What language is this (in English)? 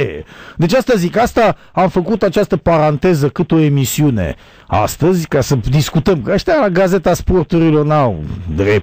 Romanian